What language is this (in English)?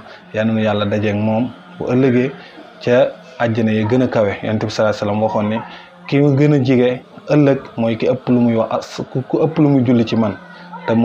Wolof